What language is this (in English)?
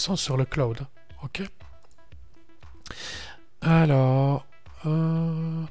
French